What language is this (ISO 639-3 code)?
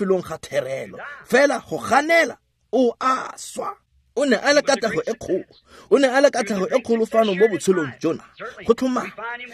tsn